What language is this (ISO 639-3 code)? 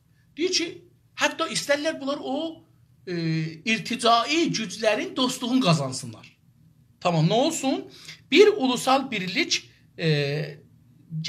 azb